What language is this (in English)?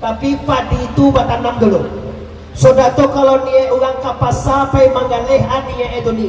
Minangkabau